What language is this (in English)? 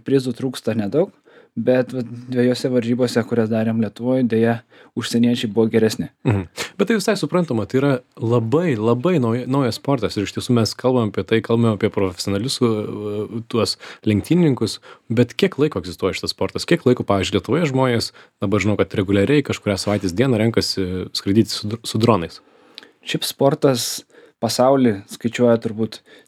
Lithuanian